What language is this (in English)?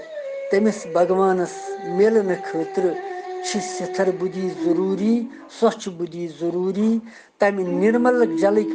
Kashmiri